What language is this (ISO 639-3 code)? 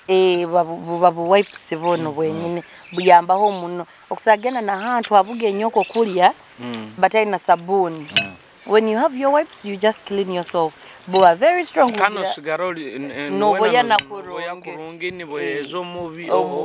nyo